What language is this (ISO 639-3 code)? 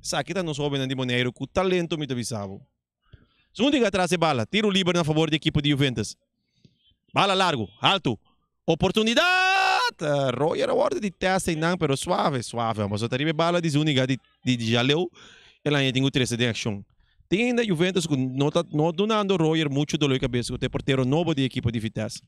pap